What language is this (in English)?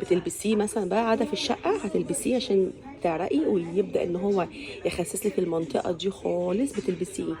Egyptian Arabic